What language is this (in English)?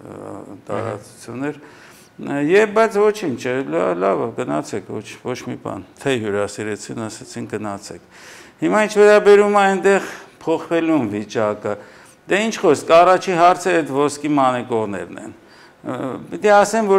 Armenian